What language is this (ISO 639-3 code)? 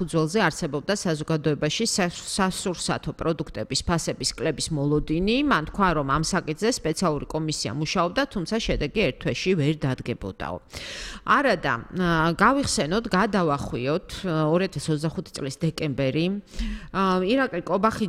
kat